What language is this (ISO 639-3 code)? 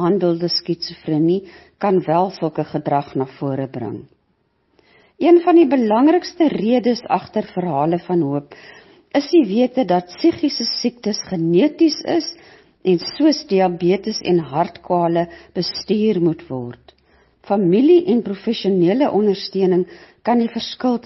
afr